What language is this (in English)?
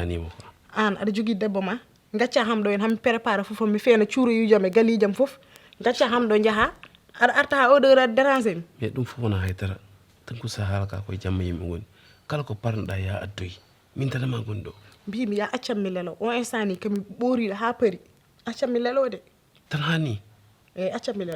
Fula